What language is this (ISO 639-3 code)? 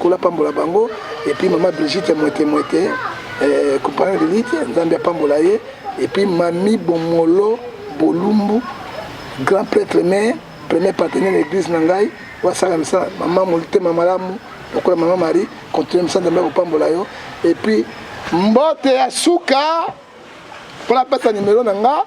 lin